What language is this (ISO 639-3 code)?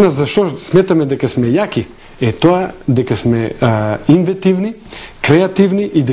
mkd